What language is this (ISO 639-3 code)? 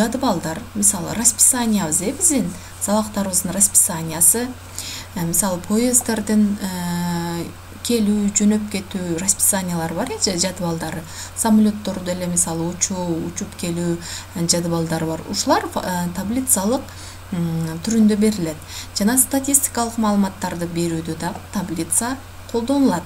kir